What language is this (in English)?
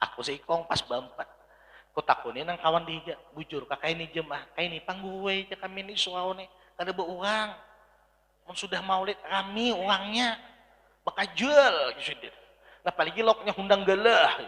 Banjar